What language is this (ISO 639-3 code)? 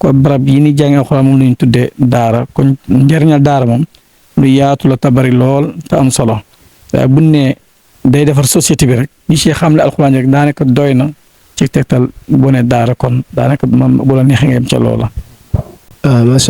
wol